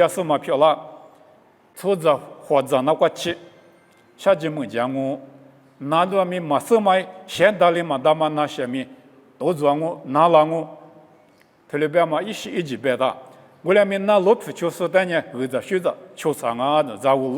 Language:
Lisu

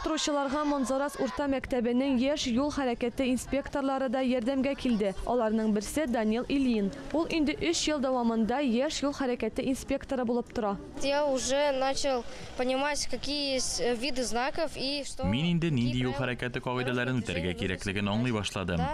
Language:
Tatar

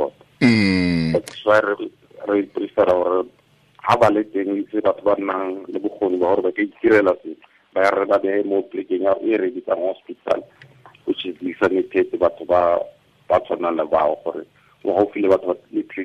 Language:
Tswana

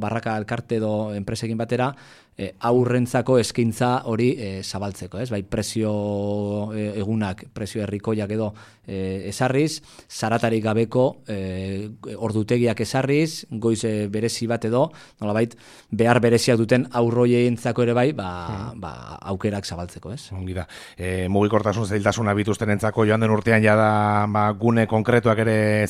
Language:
Basque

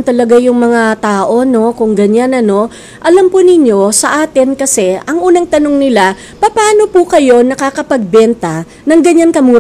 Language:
Filipino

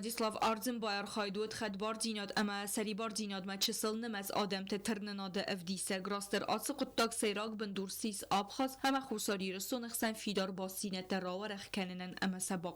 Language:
Ossetic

